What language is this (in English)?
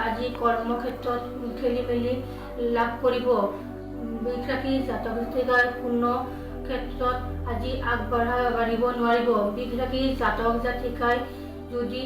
Assamese